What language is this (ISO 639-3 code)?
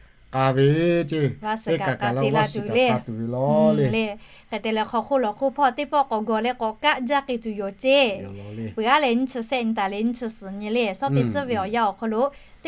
lhu